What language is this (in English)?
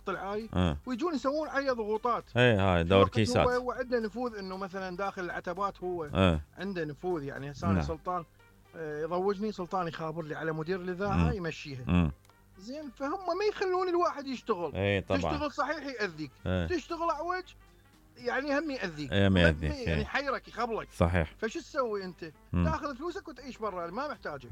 Mesopotamian Arabic